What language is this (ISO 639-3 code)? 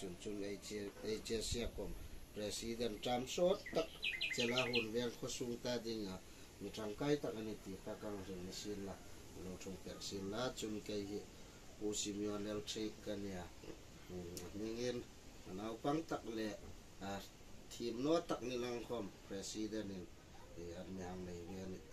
hmr